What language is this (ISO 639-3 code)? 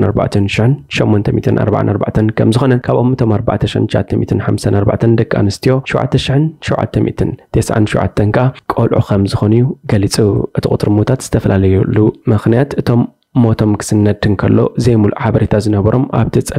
tir